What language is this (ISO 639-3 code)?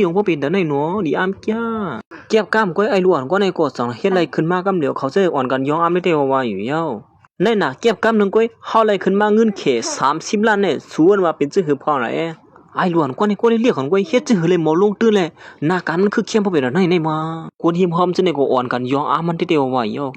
shn